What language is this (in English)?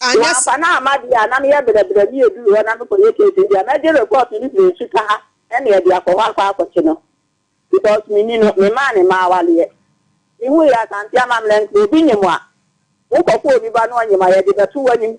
Akan